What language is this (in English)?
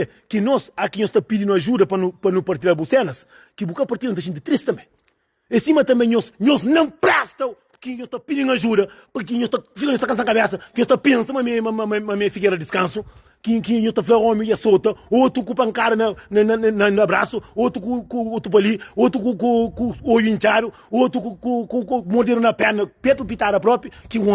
Kabuverdianu